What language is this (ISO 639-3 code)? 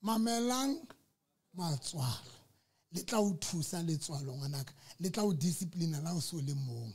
sot